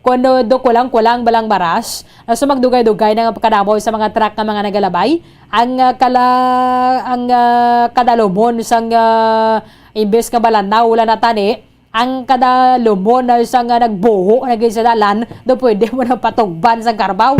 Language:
Hiligaynon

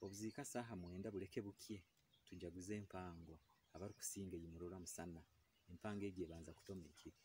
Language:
Nyoro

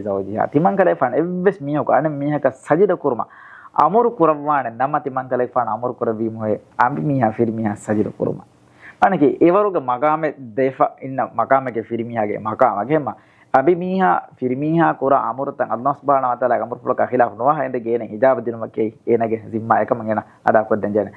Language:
Divehi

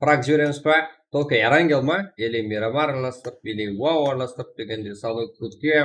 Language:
Kara-Kalpak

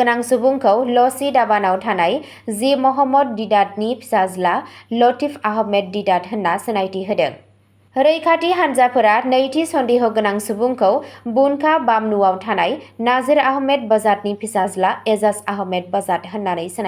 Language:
Bodo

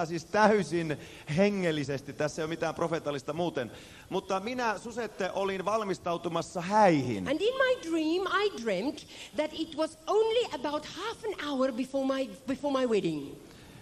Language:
Finnish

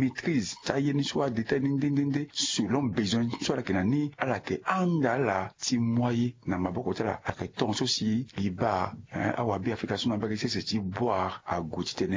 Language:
Sango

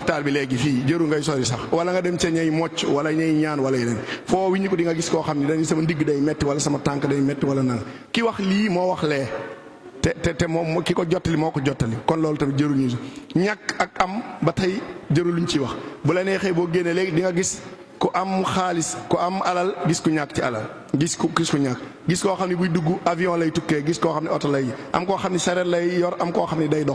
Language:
Wolof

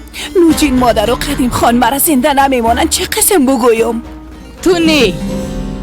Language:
Persian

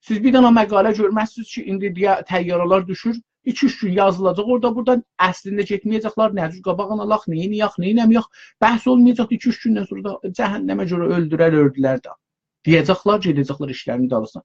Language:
South Azerbaijani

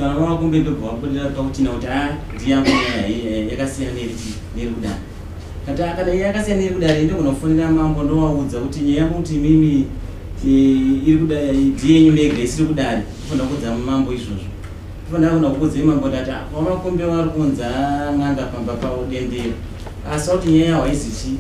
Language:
Shona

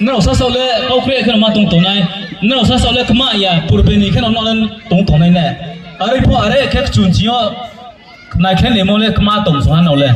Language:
Riang (India)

